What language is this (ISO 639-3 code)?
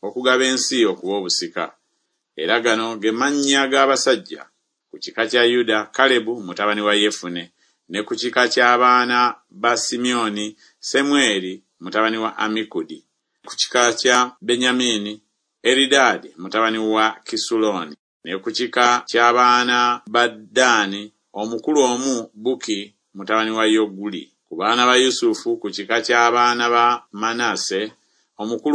lug